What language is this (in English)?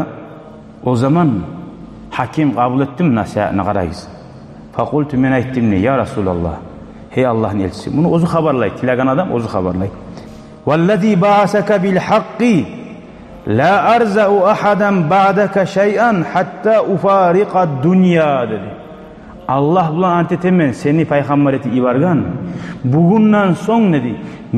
Kumyk